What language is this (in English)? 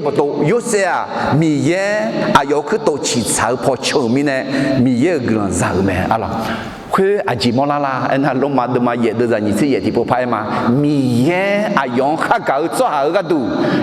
Akha